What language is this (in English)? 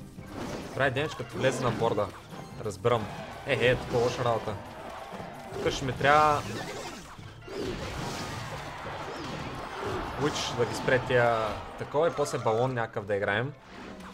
Bulgarian